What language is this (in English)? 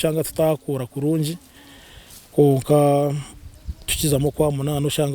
Nyankole